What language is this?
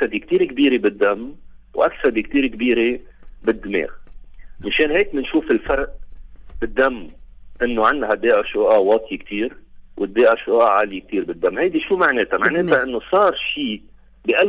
North Levantine Arabic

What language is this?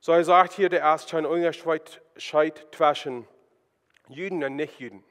Plautdietsch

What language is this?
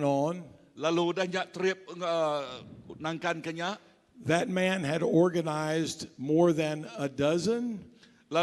Iban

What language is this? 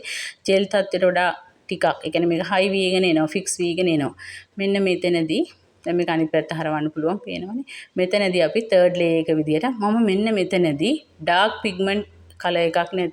Sinhala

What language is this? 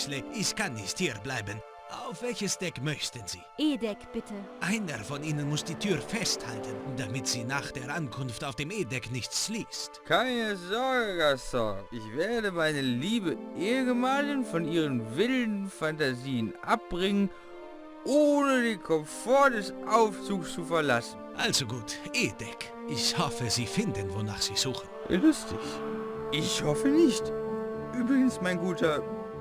Bavarian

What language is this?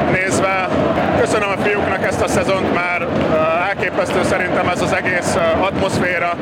Hungarian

